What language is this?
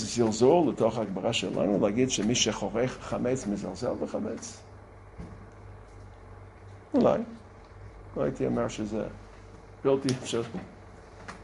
Hebrew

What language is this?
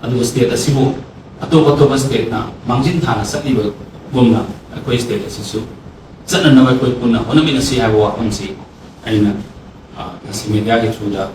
Manipuri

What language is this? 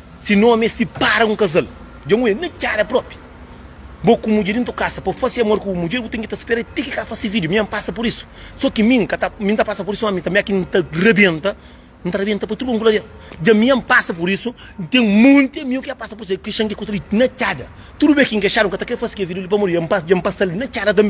Kabuverdianu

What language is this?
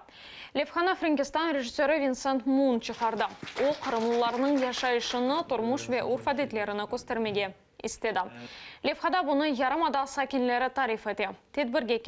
Crimean Tatar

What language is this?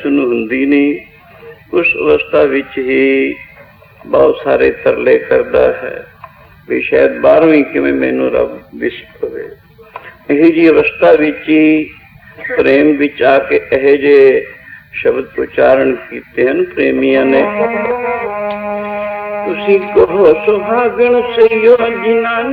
Punjabi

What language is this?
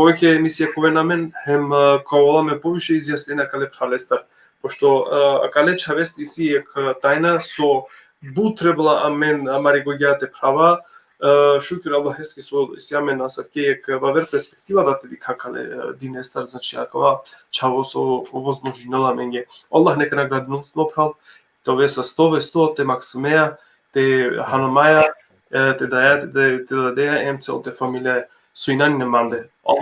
Balkan Romani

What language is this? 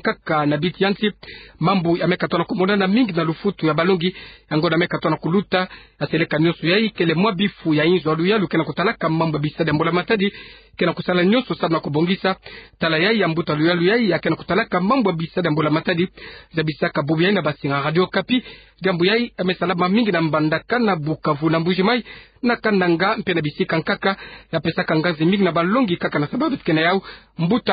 Kituba (Democratic Republic of Congo)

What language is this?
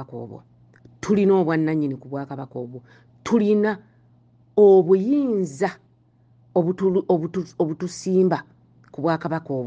Ganda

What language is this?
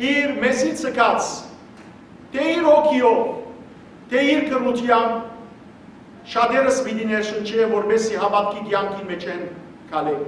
Western Armenian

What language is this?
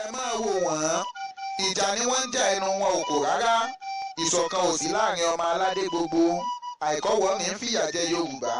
Yoruba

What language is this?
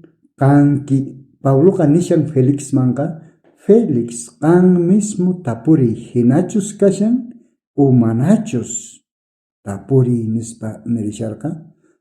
South Bolivian Quechua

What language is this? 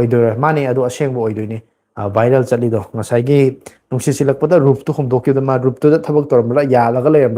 Manipuri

